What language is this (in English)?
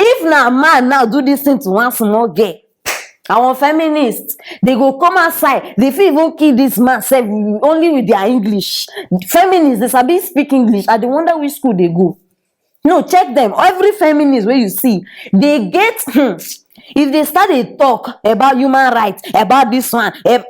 Nigerian Pidgin